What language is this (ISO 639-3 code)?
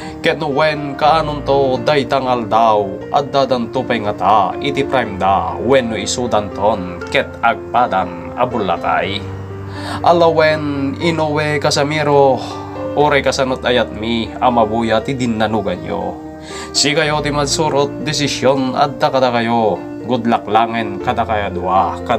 ilo